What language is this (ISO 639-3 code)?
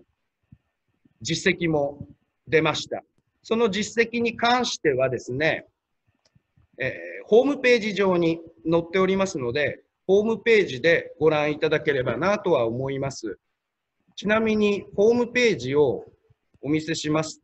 jpn